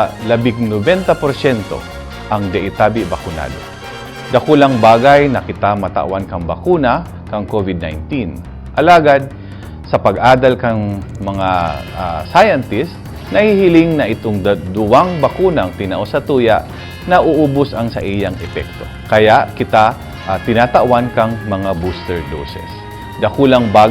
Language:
Bikol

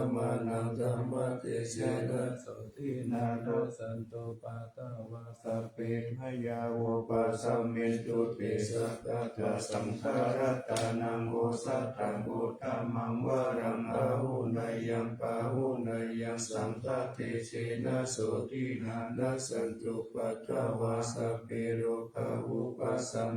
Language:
Pali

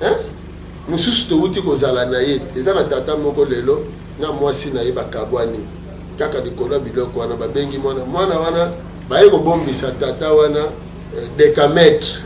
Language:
Lingala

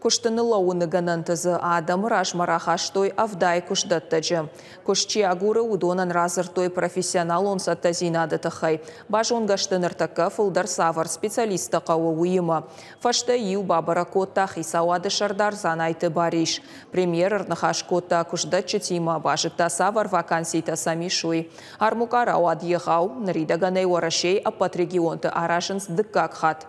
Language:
Ossetic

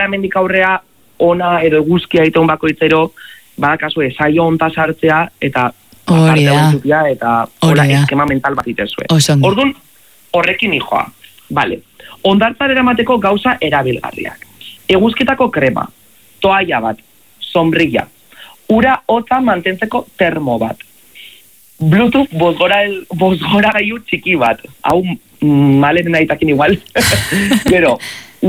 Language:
Basque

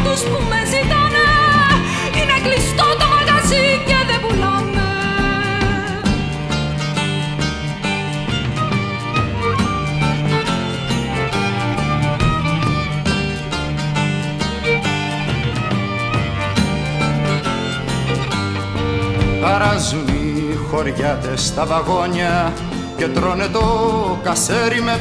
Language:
Greek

